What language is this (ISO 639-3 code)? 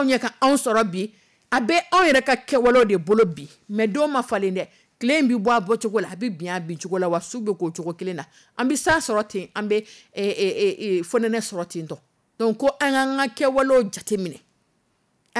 dyu